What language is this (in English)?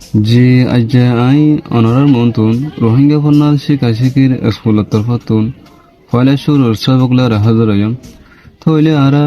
Rohingya